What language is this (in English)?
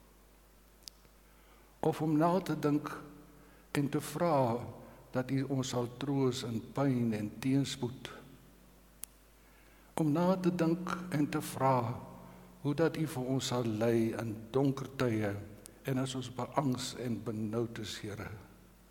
Afrikaans